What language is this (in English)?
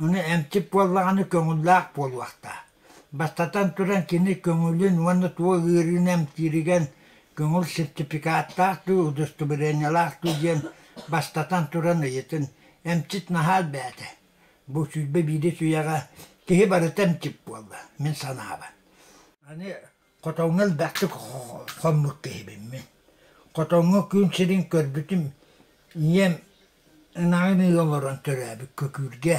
Yakut